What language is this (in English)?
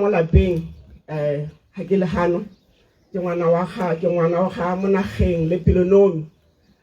Tswana